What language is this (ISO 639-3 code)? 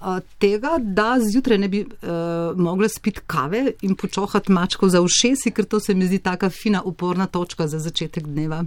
slv